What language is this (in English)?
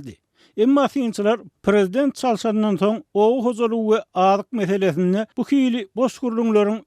Turkmen